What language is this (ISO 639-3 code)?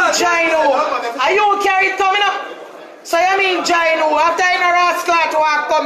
jam